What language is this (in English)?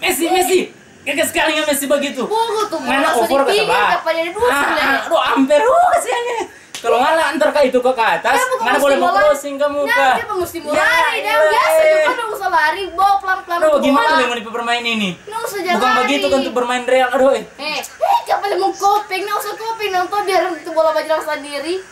Manado Malay